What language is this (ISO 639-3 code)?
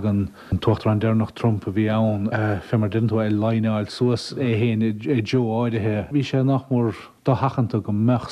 gle